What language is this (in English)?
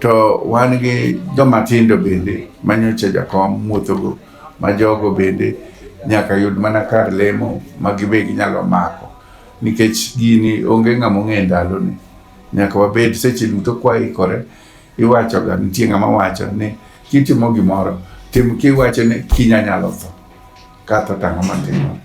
Luo (Kenya and Tanzania)